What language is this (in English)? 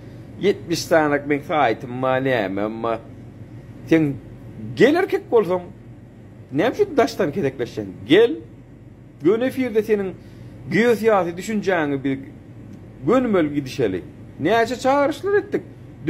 Turkmen